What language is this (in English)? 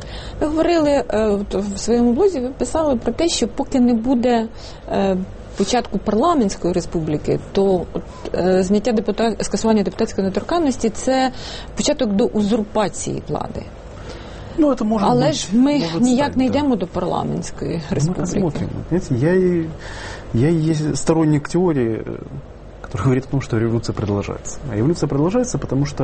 Ukrainian